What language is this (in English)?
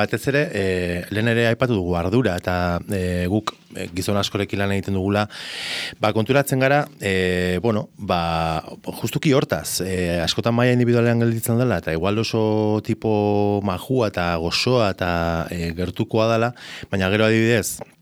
Basque